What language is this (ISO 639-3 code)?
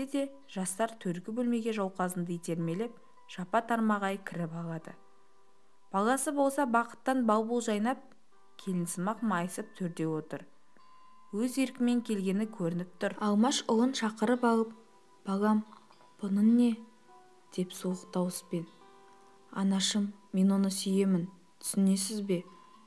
kaz